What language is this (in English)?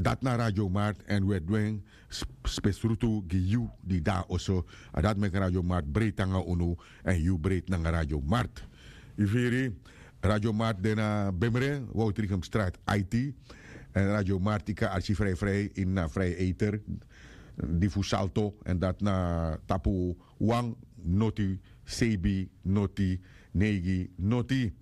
Sranan Tongo